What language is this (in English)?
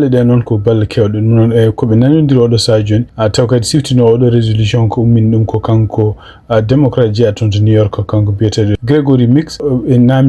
Fula